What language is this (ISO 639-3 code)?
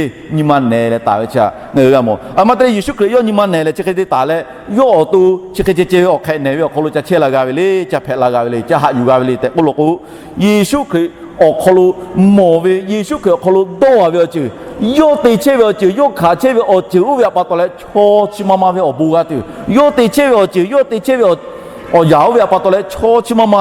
lhu